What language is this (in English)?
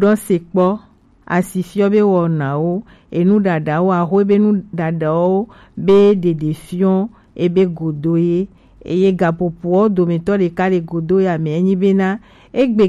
Gen